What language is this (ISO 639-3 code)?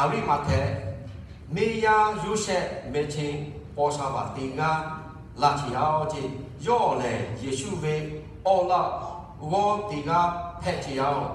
lhu